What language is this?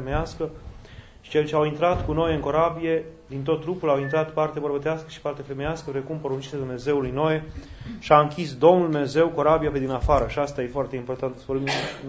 Romanian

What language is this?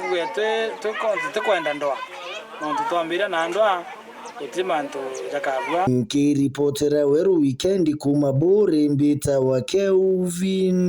Meru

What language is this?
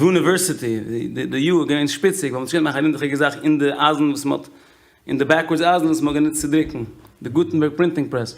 Yiddish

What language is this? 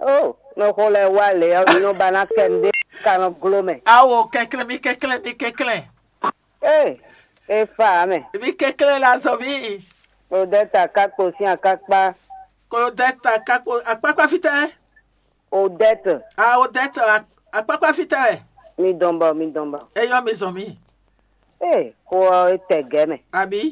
Fon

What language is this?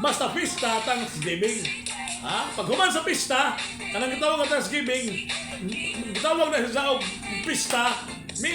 Surigaonon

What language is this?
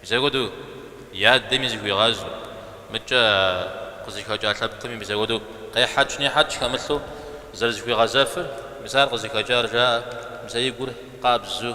Kabardian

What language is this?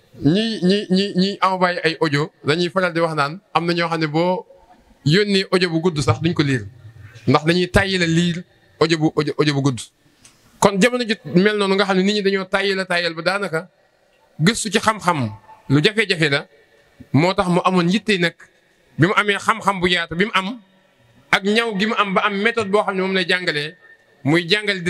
Wolof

